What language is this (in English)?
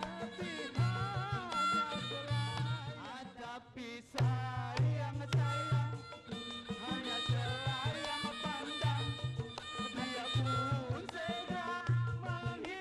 Betawi